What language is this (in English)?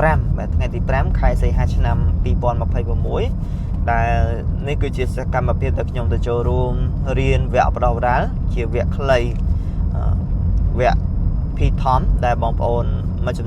Khmer